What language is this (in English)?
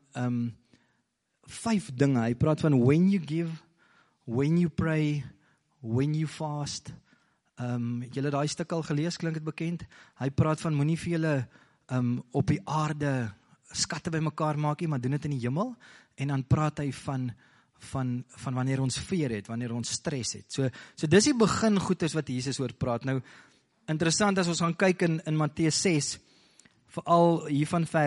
Afrikaans